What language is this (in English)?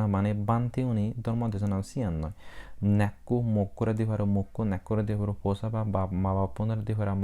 Chakma